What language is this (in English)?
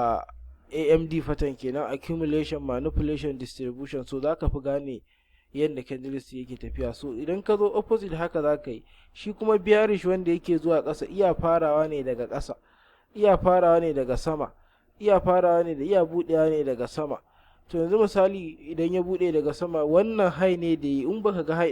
Hausa